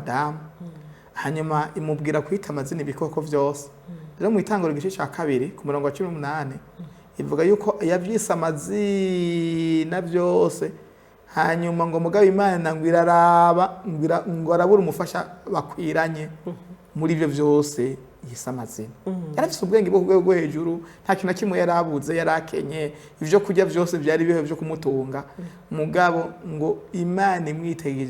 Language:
Rundi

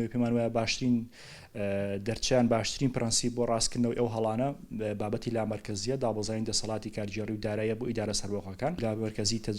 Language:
Central Kurdish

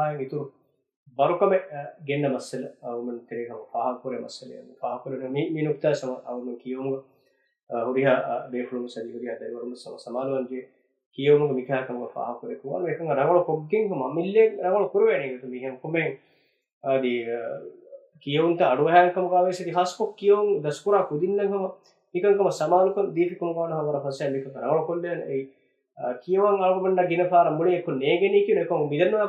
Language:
Divehi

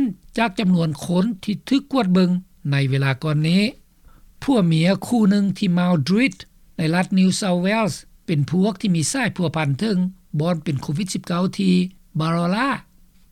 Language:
Lao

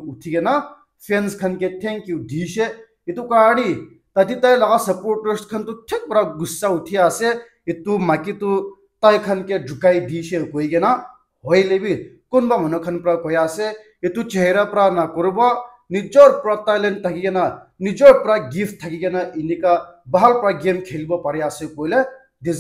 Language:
Naga Pidgin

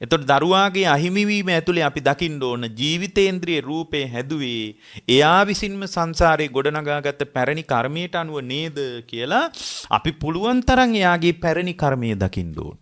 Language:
Sinhala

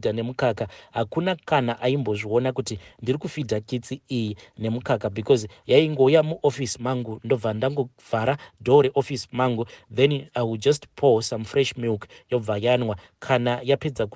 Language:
Shona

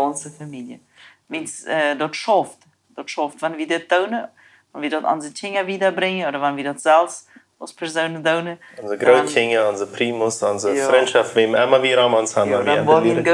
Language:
Plautdietsch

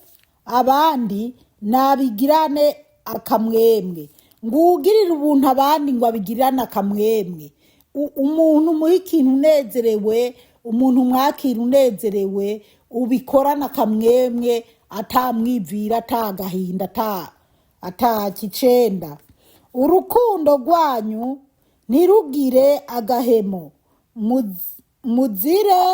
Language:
Rundi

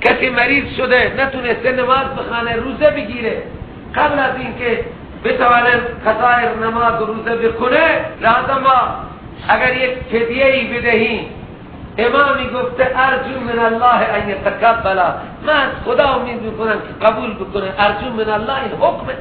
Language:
Persian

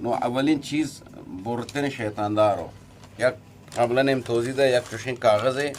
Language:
Eastern Balochi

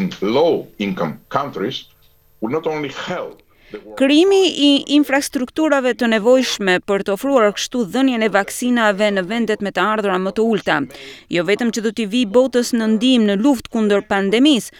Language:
Albanian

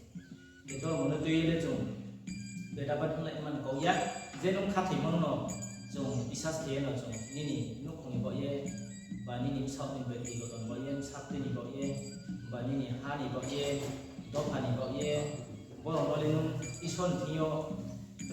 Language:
Riang (India)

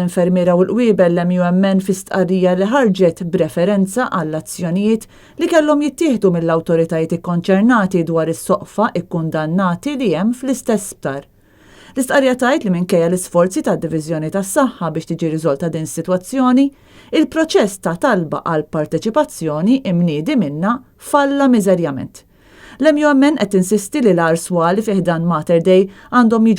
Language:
Maltese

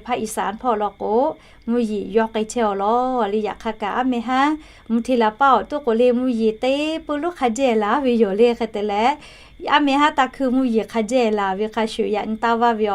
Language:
Lahu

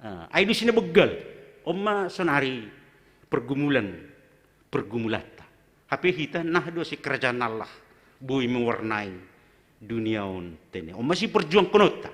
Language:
Batak Simalungun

